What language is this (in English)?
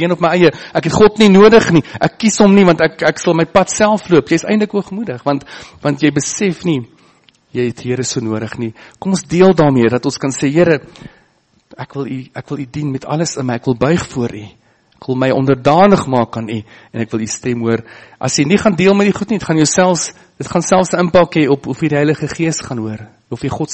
Afrikaans